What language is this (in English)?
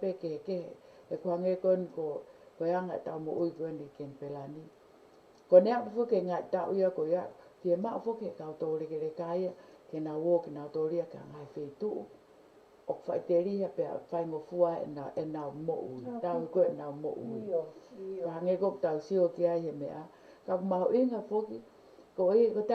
Tongan